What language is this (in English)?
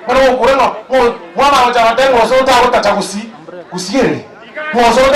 Gusii